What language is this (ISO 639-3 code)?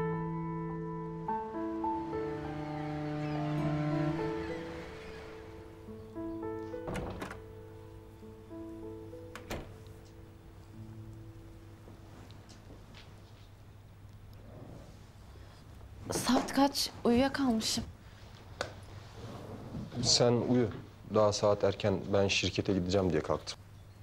tur